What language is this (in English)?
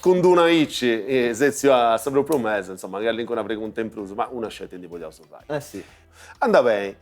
Sardinian